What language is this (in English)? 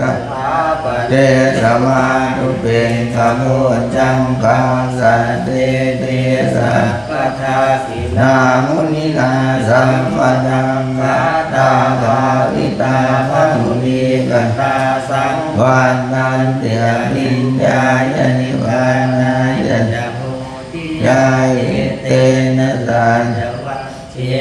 Pali